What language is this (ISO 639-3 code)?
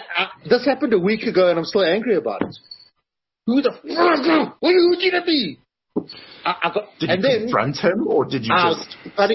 eng